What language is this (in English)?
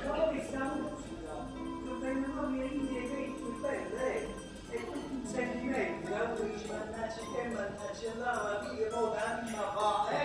Neapolitan